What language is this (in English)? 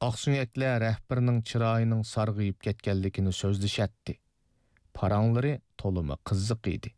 Uyghur